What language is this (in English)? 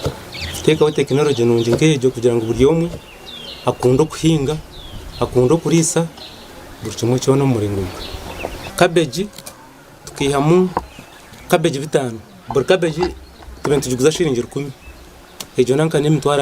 Nyankole